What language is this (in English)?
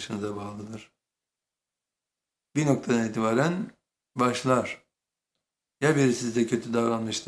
Turkish